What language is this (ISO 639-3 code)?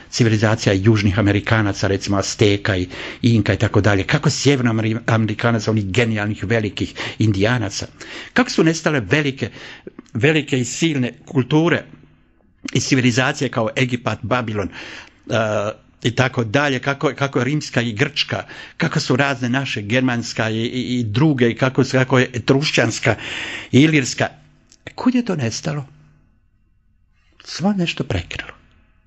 hrv